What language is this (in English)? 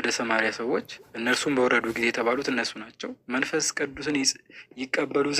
Amharic